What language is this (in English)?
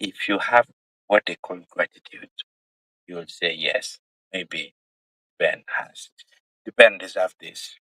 Acoli